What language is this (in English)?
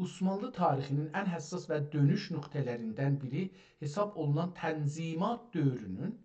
South Azerbaijani